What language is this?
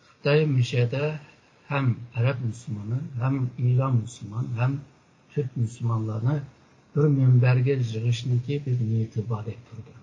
Uyghur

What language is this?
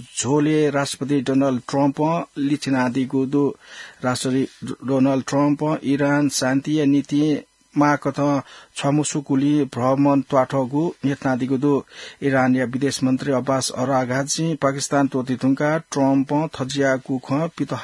Newari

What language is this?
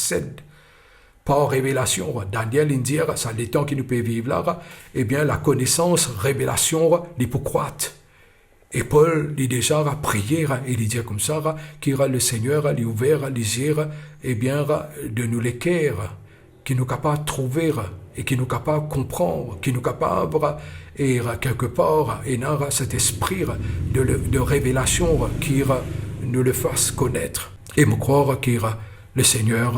Morisyen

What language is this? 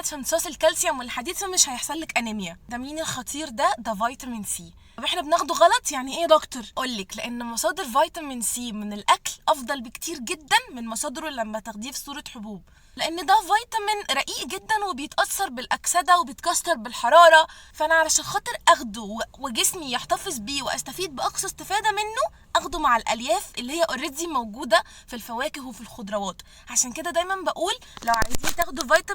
Egyptian Arabic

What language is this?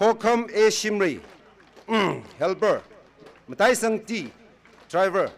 Tangkhul Naga (India)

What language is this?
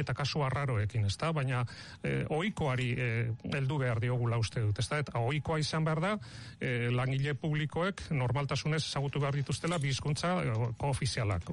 Basque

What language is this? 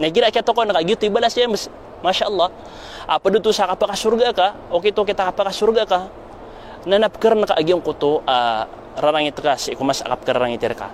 Maranao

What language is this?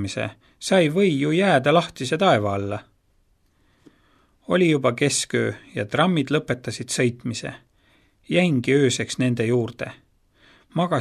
Estonian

